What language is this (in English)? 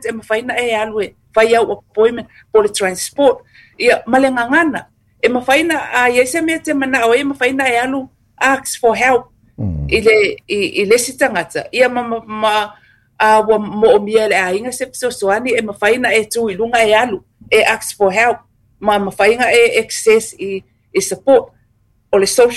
Samoan